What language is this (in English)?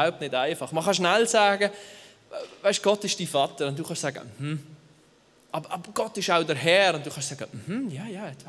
Swiss German